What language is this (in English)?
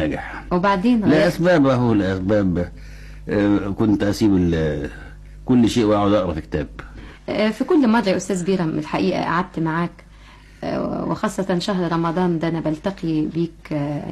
Egyptian Arabic